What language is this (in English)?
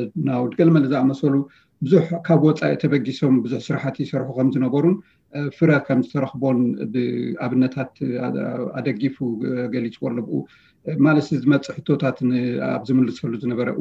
Tigrinya